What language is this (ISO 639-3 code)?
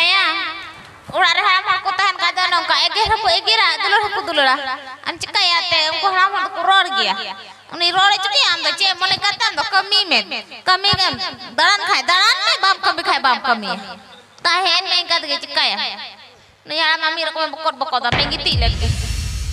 sat